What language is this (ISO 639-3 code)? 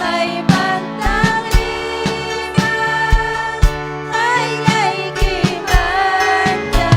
quy